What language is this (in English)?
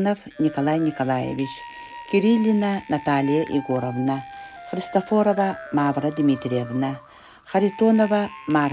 Yakut